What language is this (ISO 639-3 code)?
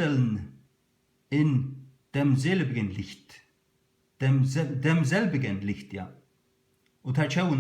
fao